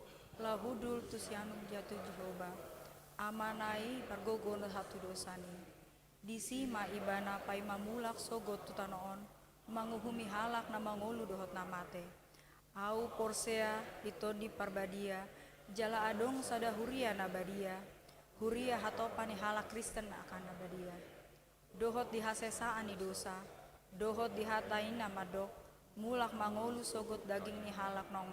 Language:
Batak Toba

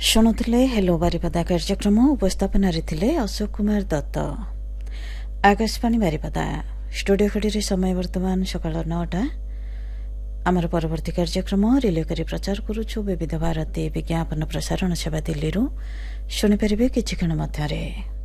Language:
Odia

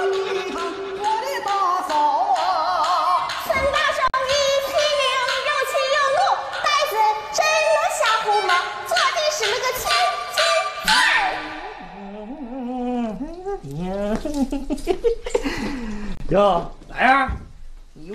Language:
Chinese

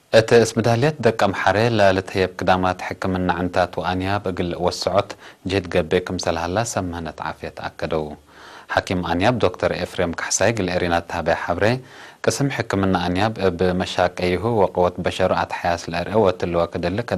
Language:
Tigre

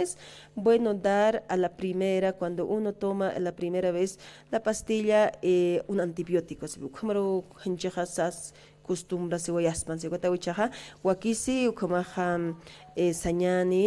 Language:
Aymara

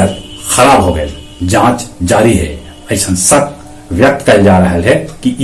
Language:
Magahi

